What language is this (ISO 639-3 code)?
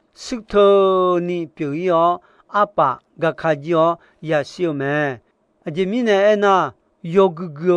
ahk